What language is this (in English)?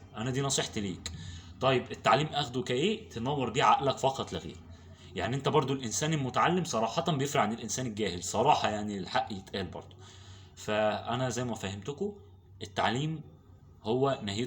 Egyptian Arabic